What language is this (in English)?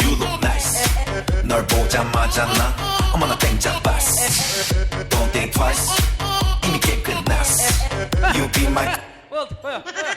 Kara-Kalpak